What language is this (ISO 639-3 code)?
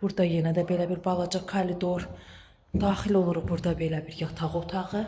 aze